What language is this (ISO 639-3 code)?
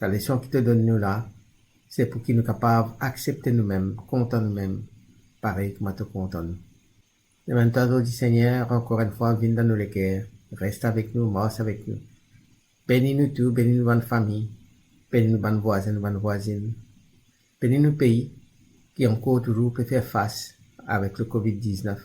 mfe